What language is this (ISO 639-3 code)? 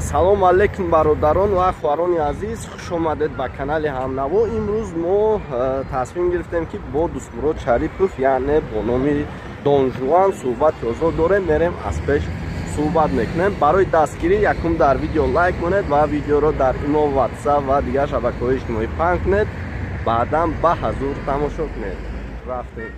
tgk